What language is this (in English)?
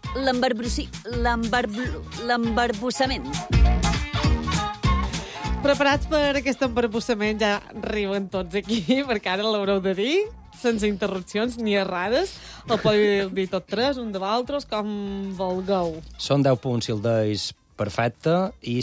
Catalan